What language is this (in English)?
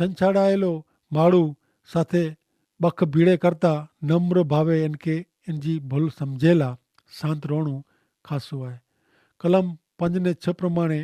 Kachhi